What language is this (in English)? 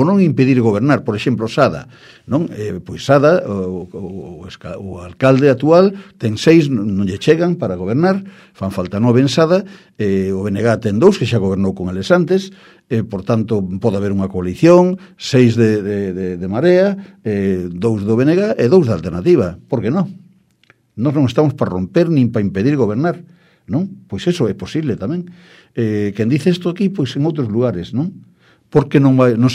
Galician